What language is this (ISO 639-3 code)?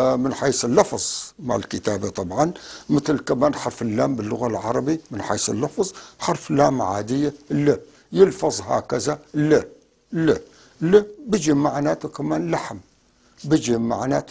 apc